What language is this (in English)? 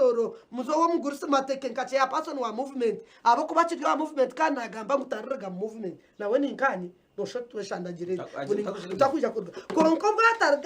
Nyankole